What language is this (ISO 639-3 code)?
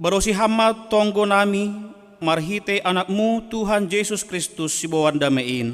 bts